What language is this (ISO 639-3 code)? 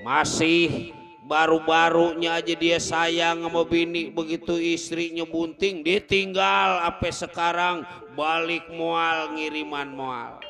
bew